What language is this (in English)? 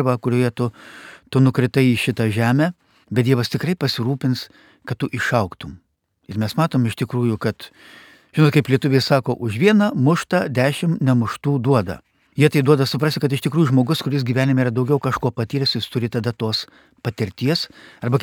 Lithuanian